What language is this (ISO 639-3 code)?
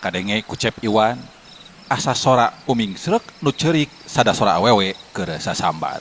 sun